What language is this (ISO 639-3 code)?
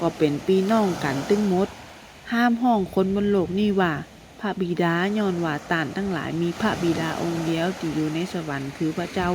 nod